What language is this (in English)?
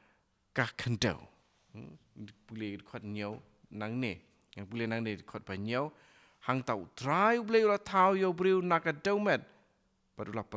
Khasi